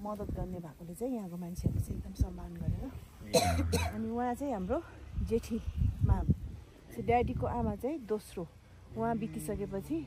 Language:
Nepali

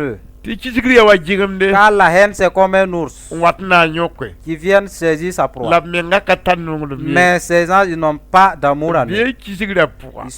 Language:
Mossi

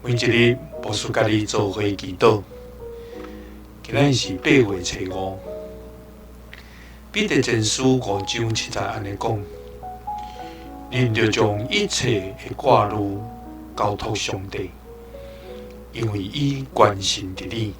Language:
Min Nan Chinese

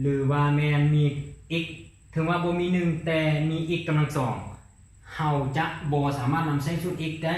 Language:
Lao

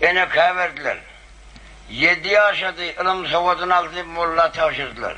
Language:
Turkmen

